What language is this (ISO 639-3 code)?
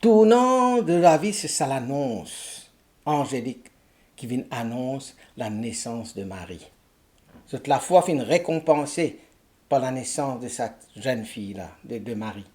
mfe